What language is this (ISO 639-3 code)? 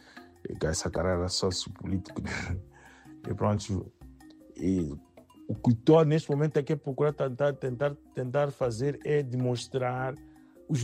por